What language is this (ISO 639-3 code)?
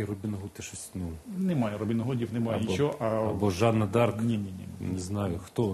ukr